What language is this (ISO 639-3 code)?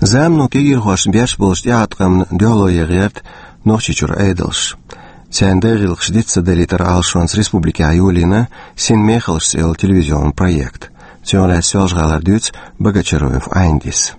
che